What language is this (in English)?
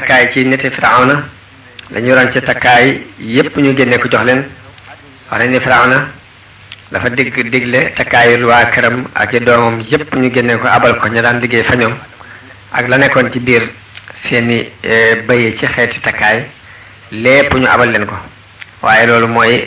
Wolof